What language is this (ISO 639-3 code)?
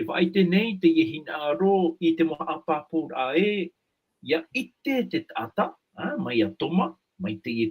tah